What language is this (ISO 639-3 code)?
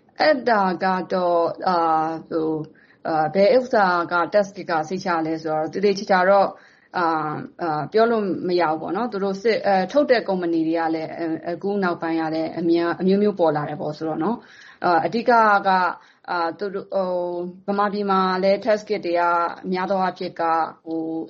mya